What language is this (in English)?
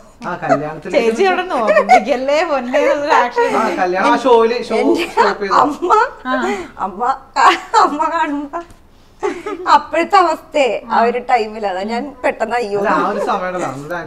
Malayalam